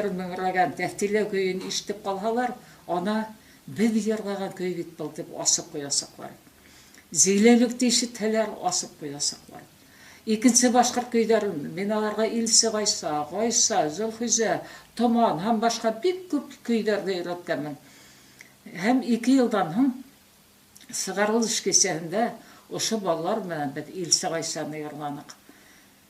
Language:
Bashkir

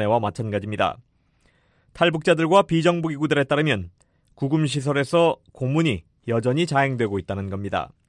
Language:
Korean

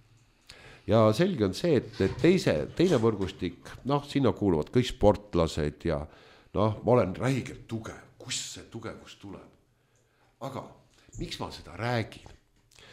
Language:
Estonian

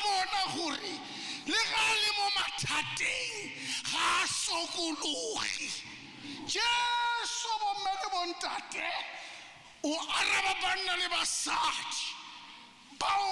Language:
Tswana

